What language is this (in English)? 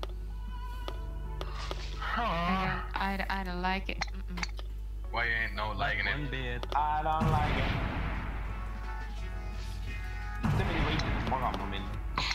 Estonian